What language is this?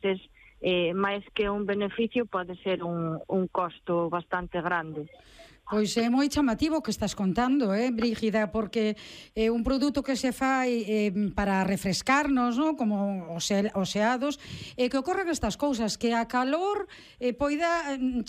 Galician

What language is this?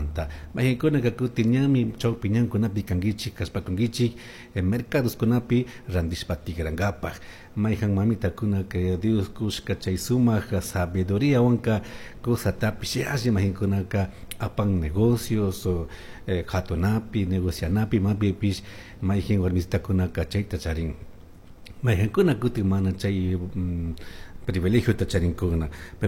Chimborazo Highland Quichua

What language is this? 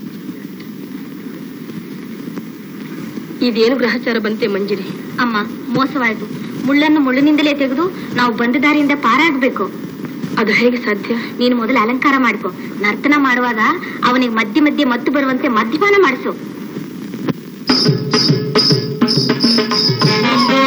Kannada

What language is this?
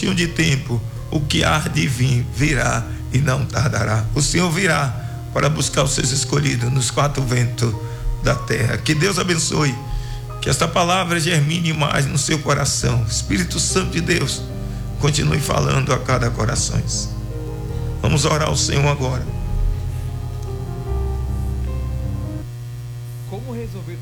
Portuguese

